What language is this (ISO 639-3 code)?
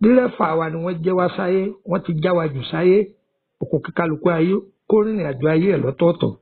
yor